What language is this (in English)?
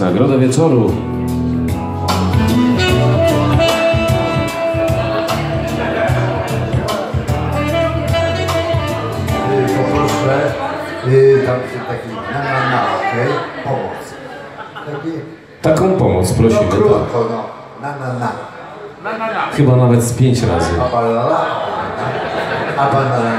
Polish